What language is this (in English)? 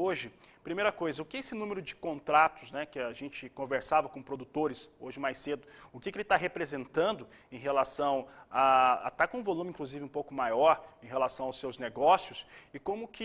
Portuguese